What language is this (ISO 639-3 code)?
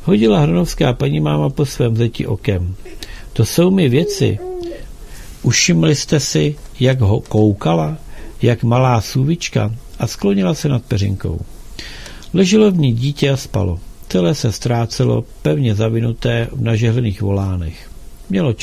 ces